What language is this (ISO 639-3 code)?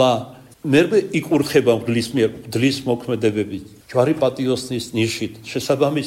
kat